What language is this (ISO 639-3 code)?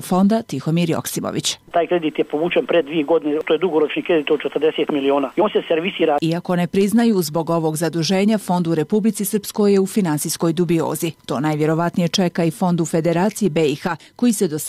bos